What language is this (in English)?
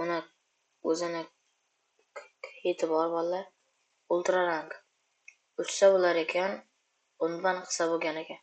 Uzbek